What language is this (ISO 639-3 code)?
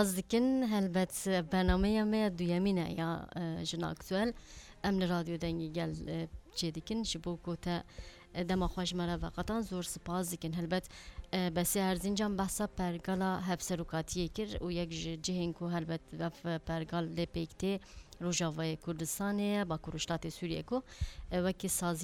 kur